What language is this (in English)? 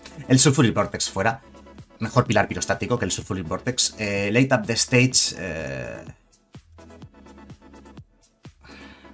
Spanish